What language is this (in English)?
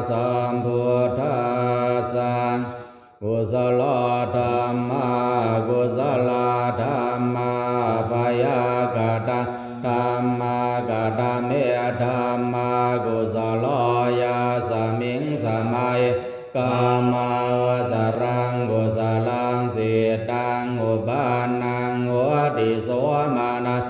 Pali